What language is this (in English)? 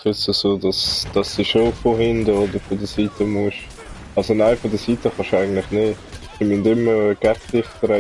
Swiss German